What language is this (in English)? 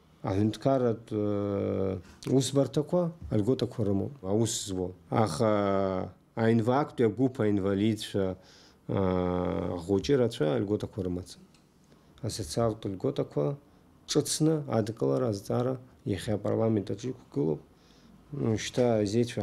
Abkhazian